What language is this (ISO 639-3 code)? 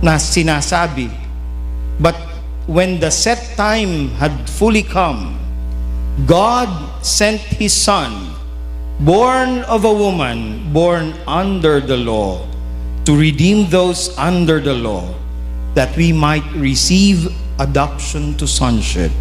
bik